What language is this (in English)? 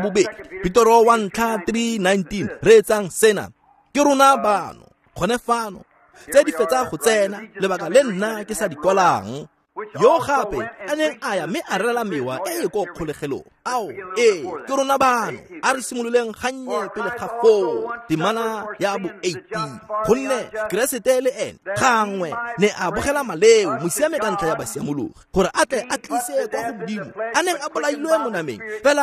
Tswana